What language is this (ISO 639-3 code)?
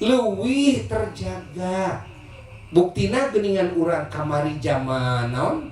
sun